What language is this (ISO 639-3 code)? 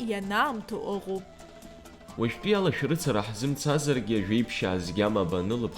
abk